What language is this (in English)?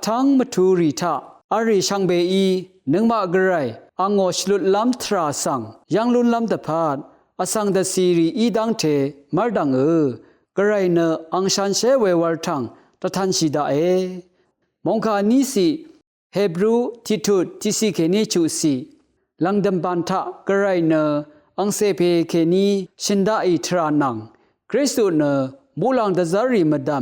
Rawang